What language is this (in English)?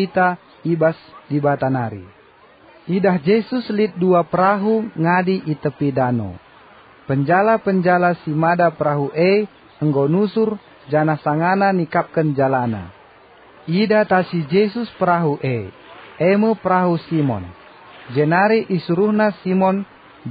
Batak Karo